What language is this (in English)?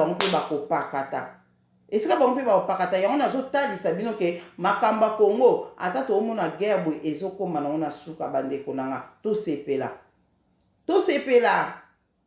Lingala